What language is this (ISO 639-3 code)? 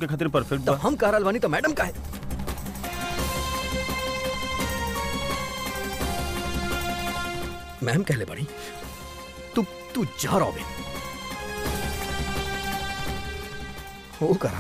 bho